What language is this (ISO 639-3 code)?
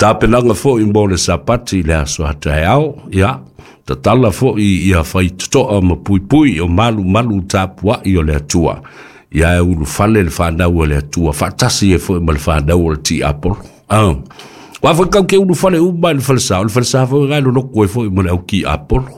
smo